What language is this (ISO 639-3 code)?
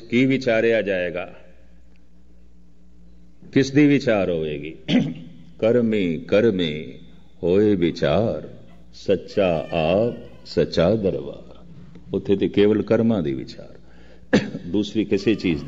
pan